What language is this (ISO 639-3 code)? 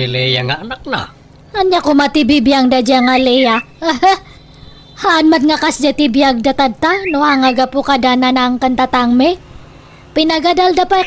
ilo